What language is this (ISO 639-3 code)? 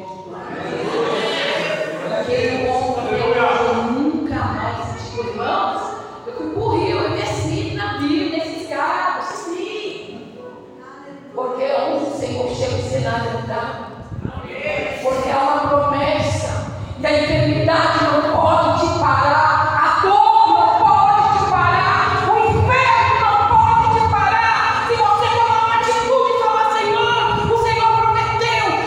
por